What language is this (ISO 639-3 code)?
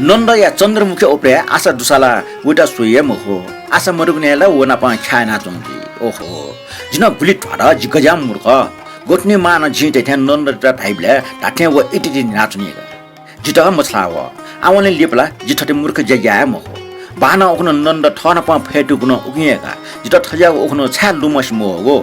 new